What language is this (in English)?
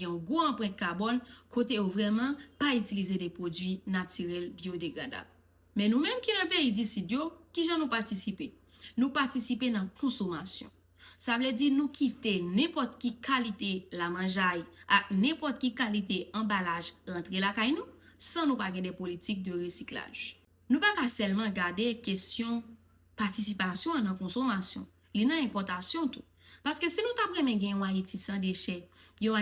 Haitian Creole